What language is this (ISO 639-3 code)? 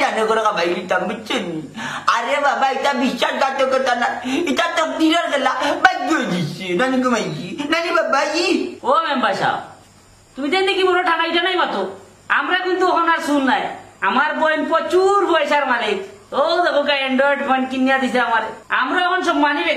syl